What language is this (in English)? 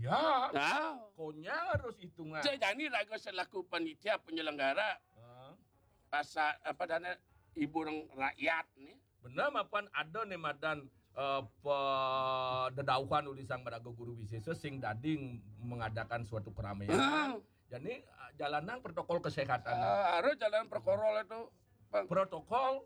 Balinese